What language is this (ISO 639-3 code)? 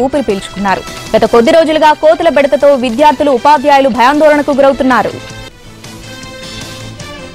tel